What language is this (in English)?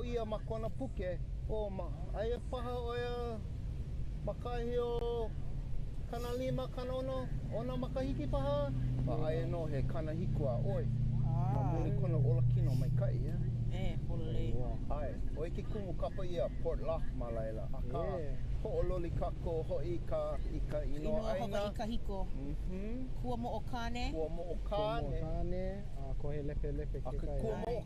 Hawaiian